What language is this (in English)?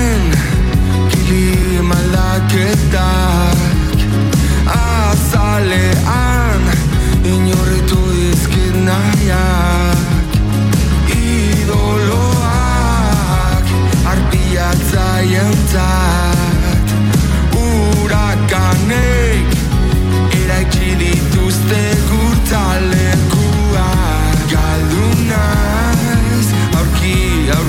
Basque